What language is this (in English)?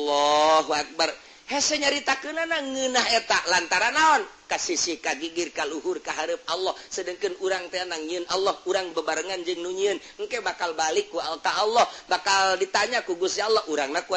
Sundanese